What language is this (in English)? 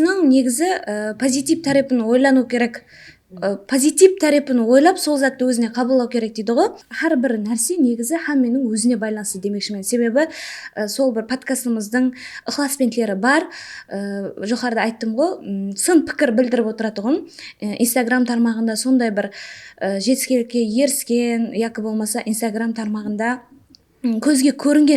Kara-Kalpak